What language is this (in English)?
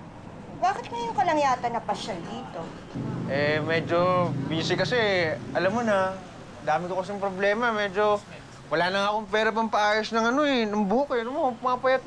Filipino